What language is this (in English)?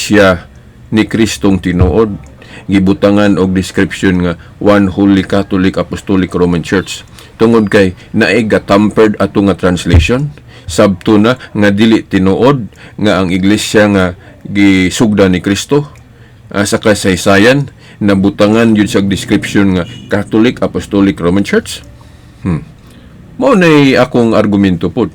Cebuano